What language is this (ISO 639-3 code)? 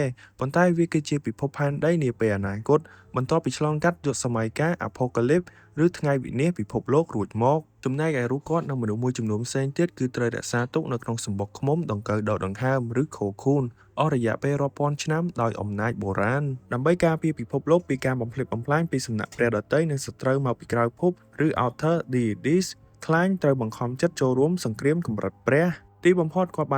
khm